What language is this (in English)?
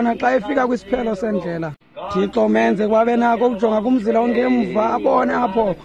Xhosa